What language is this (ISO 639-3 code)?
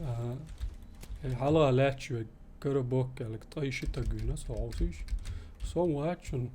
che